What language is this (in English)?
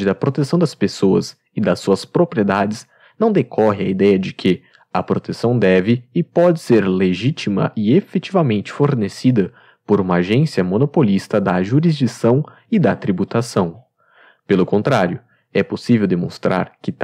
Portuguese